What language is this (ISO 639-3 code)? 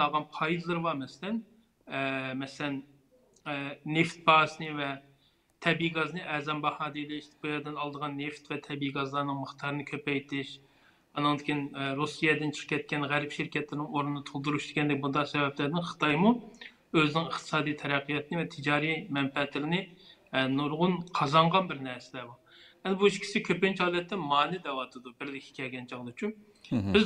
uig